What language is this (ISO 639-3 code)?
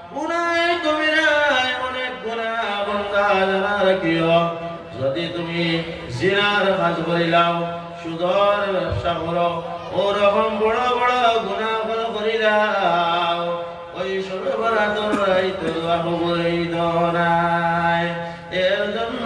syl